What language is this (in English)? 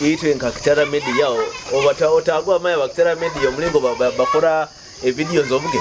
Nyoro